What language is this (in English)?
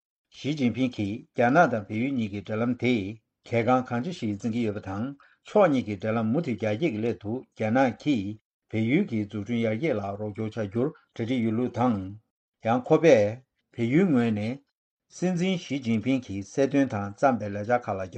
Tibetan